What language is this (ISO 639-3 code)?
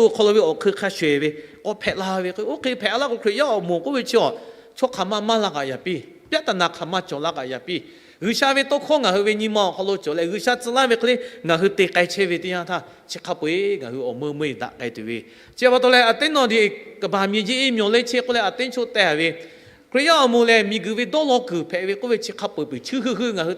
lhu